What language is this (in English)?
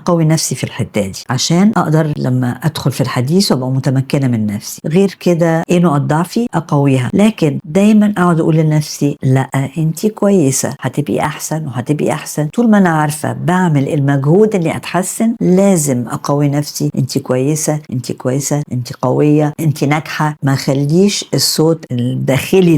Egyptian Arabic